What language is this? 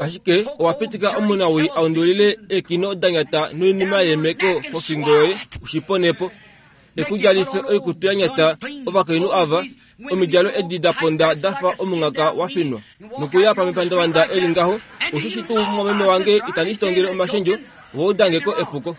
Kuanyama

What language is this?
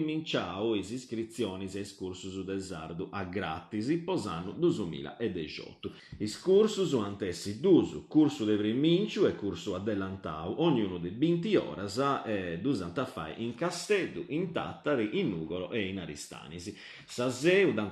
Sardinian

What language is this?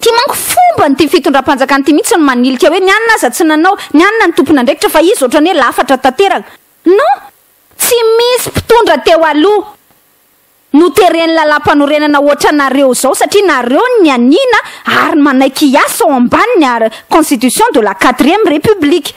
Malagasy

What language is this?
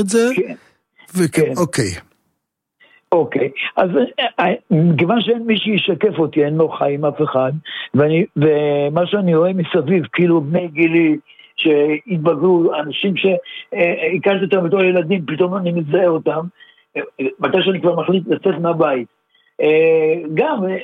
Hebrew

